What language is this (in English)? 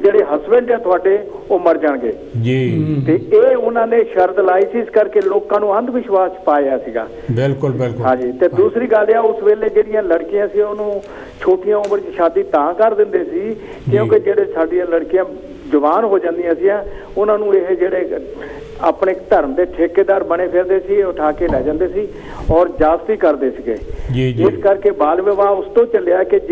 Punjabi